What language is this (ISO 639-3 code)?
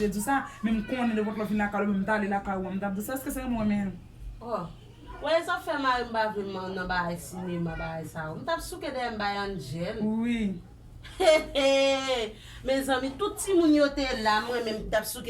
hat